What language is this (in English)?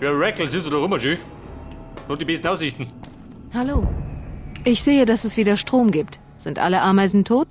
Bavarian